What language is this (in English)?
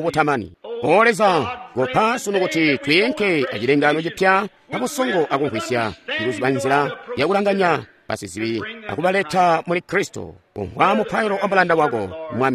Tonga (Zambia)